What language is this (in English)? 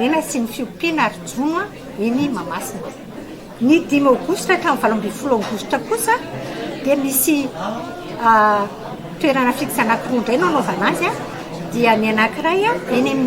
Malagasy